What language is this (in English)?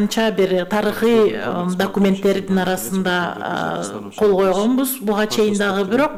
Kyrgyz